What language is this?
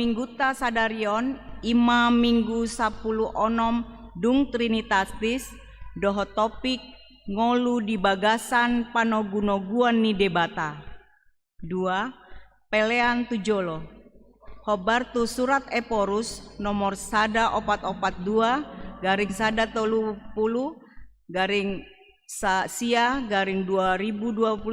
Batak Toba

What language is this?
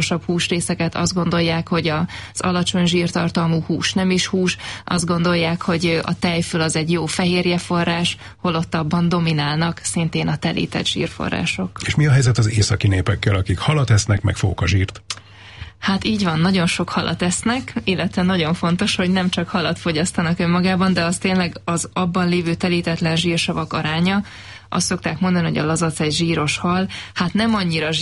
Hungarian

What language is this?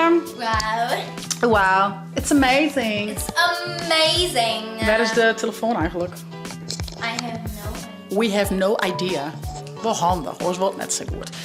Western Frisian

